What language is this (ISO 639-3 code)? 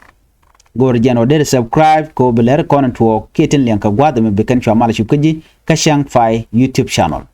nus